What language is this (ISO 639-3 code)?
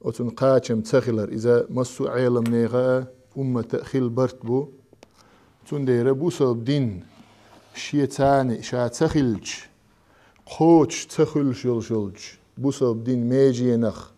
che